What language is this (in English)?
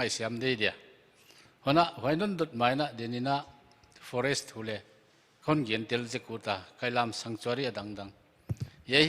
Paite Chin